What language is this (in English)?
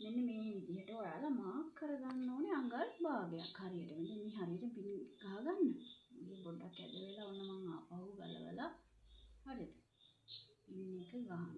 Sinhala